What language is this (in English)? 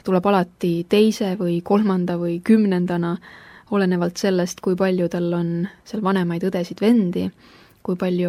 Estonian